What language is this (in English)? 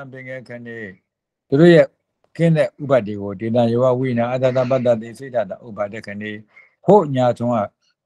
Burmese